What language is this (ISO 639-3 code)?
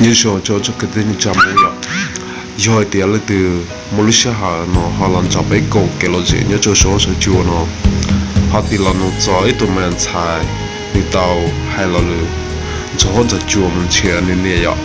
hmn